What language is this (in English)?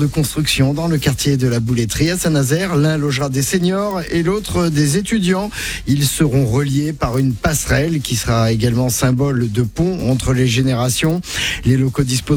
French